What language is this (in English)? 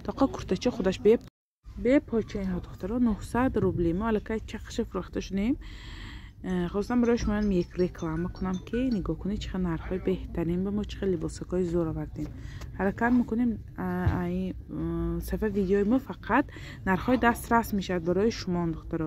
Tajik